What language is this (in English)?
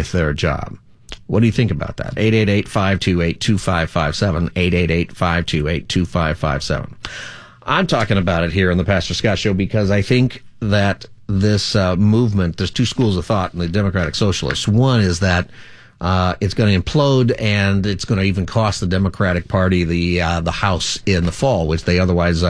English